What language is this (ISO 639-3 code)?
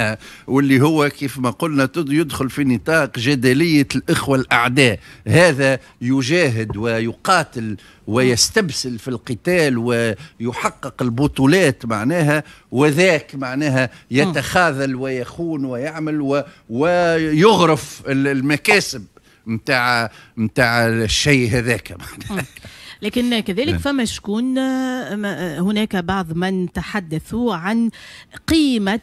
aeb